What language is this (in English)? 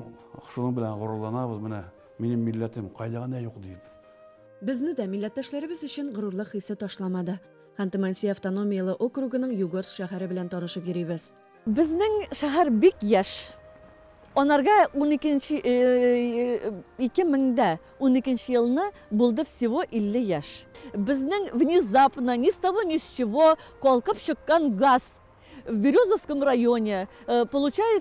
Tatar